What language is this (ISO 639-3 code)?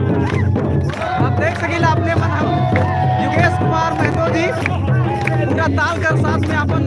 sck